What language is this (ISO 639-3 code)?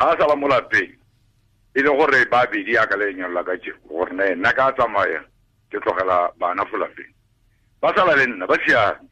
tsn